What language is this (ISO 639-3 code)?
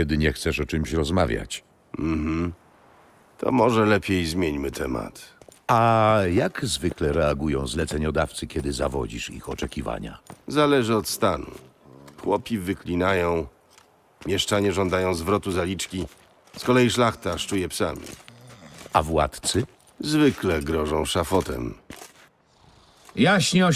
pol